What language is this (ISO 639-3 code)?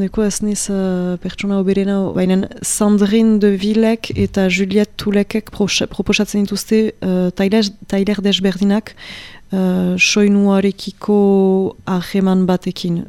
eus